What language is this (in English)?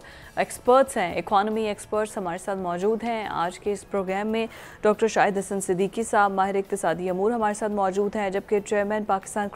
Urdu